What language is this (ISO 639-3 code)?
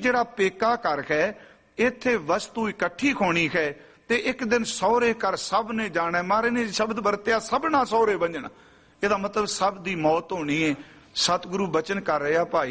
pan